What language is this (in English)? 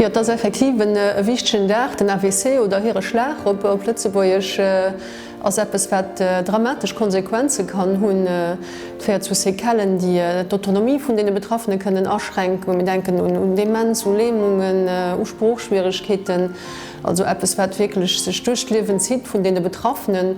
Luxembourgish